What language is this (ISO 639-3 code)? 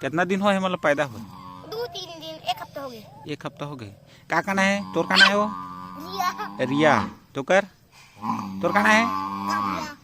hne